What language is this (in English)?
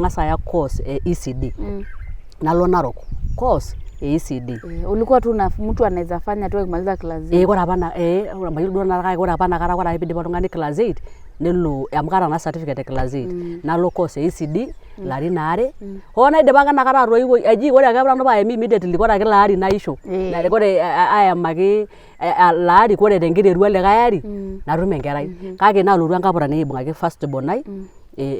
Masai